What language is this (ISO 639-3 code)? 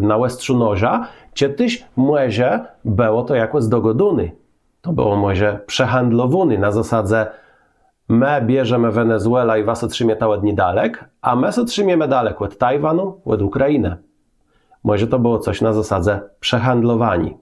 csb